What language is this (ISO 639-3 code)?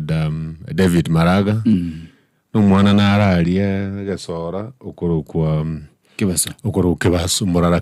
guz